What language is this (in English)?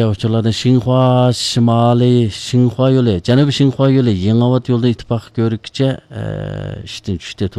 Uyghur